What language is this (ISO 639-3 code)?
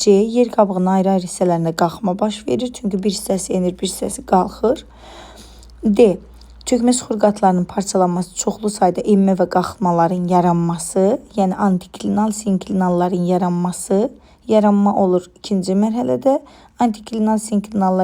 aze